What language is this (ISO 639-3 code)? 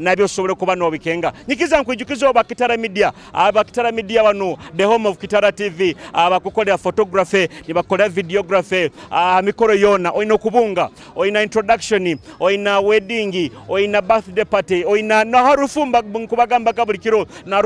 nyo